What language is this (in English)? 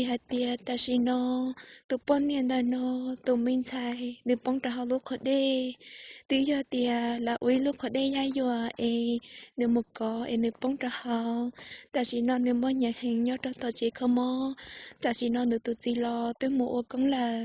Hmong